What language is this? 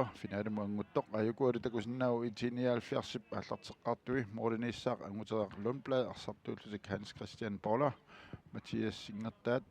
Kalaallisut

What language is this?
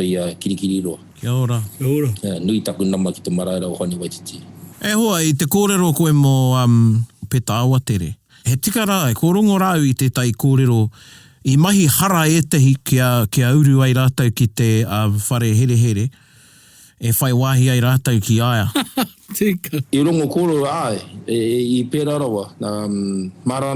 Māori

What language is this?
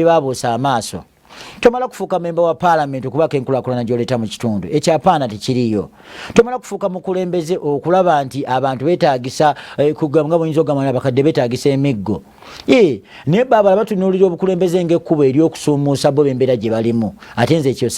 Ganda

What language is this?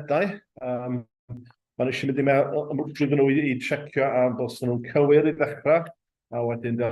Welsh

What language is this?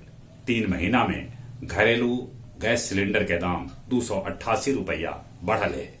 Magahi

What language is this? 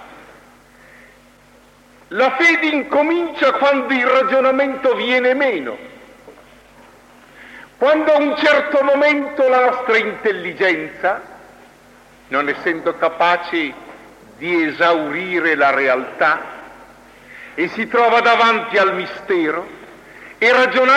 Italian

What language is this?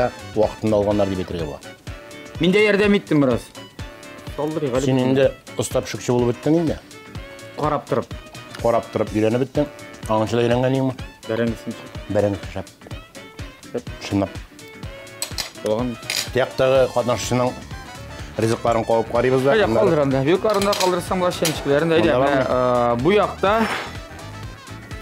Tatar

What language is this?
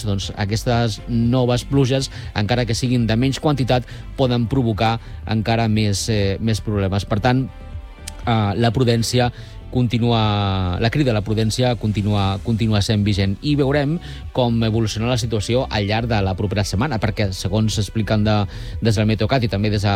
Catalan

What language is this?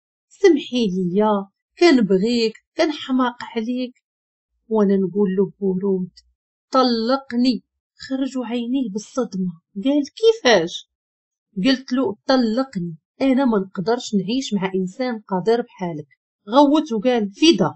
Moroccan Arabic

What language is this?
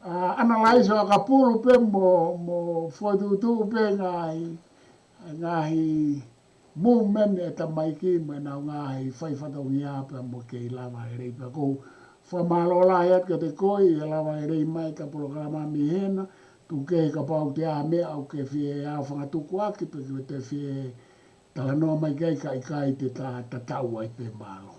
Tongan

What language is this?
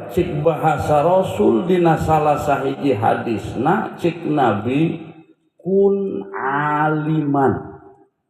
Sundanese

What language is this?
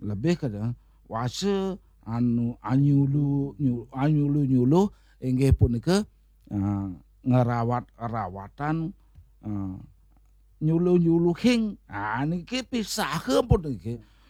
Balinese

